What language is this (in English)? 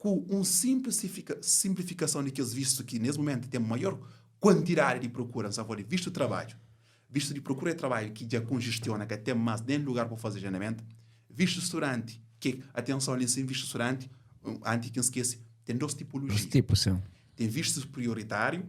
Kabuverdianu